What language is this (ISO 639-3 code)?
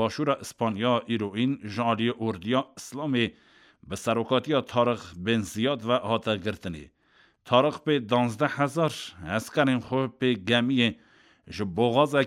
kur